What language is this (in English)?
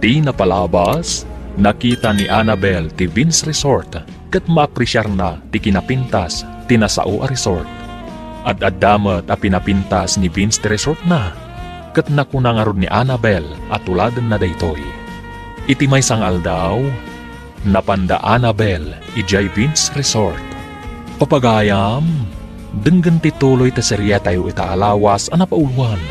Iloko